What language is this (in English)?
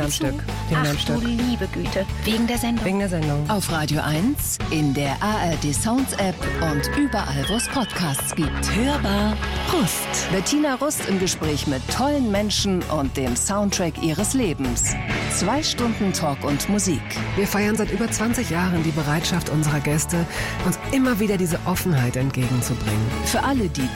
German